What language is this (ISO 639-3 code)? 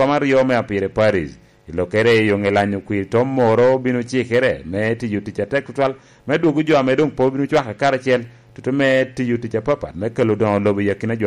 laj